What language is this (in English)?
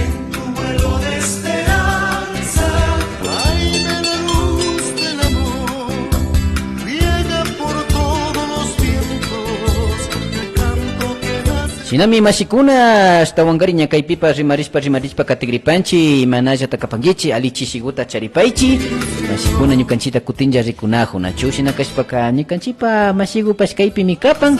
Imbabura Highland Quichua